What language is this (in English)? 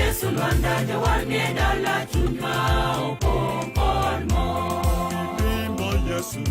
Luo (Kenya and Tanzania)